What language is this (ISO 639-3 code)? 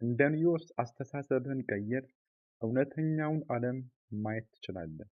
amh